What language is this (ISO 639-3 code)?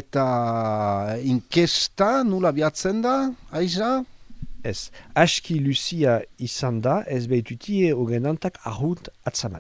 eus